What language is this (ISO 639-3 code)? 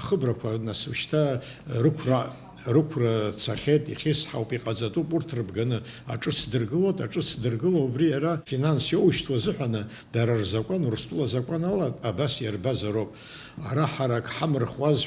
abk